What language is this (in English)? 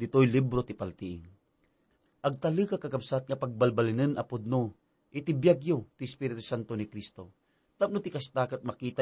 Iloko